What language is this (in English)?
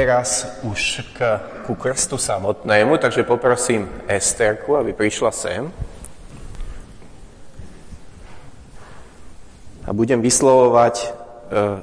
Slovak